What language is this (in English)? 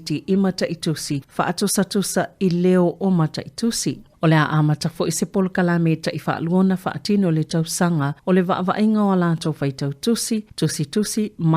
Samoan